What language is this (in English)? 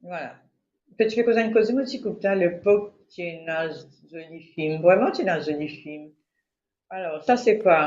Morisyen